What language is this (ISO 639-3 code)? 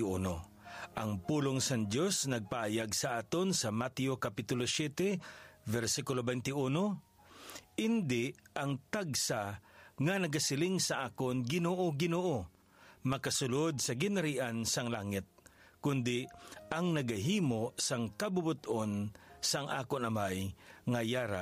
hil